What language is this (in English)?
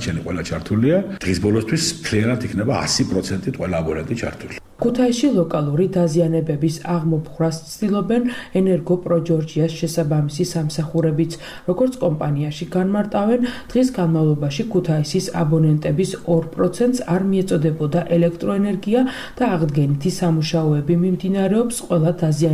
Georgian